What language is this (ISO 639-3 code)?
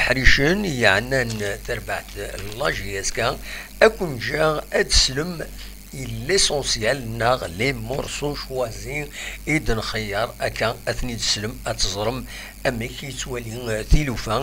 kab